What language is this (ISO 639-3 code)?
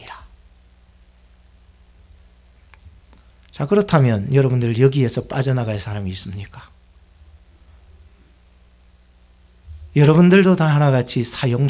kor